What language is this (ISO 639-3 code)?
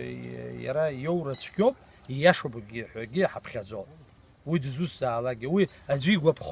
abk